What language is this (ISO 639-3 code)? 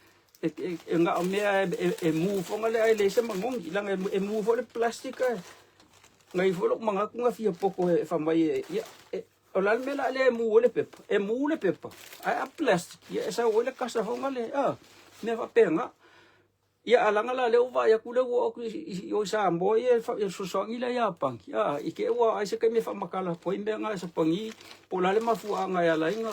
smo